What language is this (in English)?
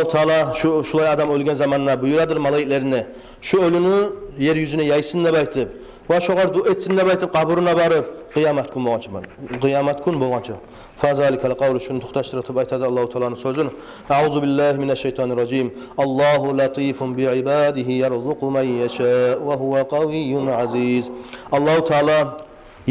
Kumyk